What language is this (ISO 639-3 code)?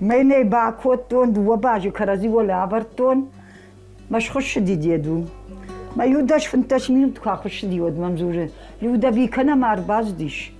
oss